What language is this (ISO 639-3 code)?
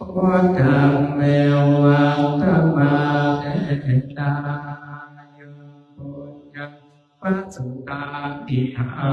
pli